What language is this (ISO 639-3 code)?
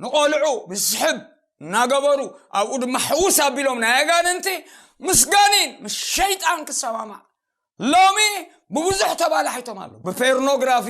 tir